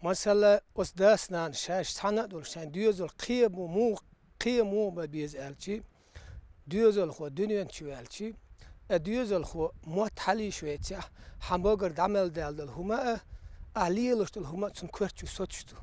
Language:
Chechen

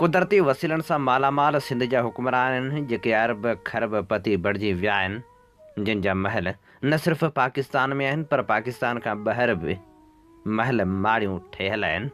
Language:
Sindhi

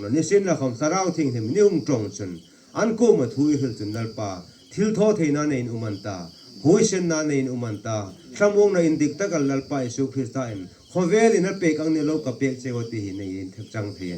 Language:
Hmar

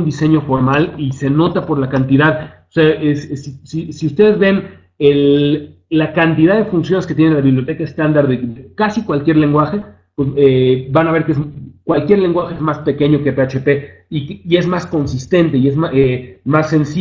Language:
Spanish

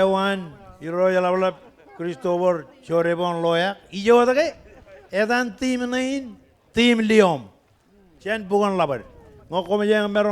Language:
Marshallese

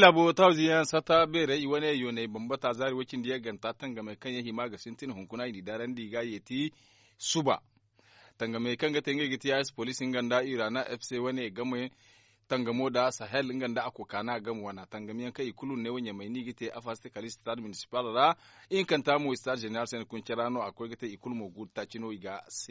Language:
Zarma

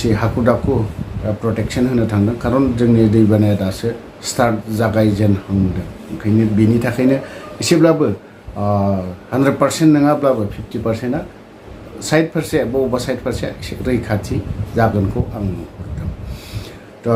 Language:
Bodo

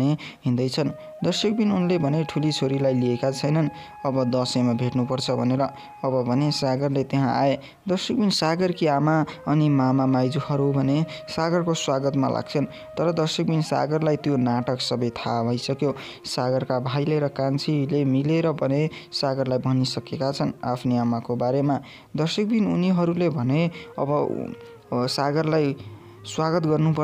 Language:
Nepali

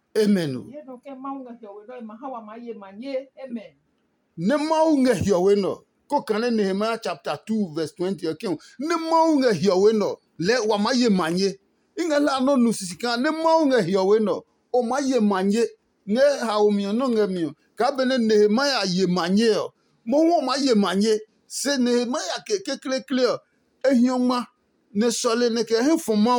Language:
Adangme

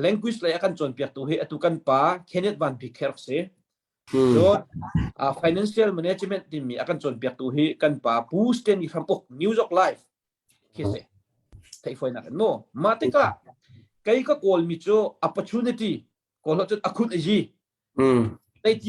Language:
Hakha Chin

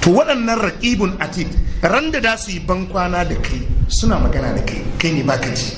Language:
Hausa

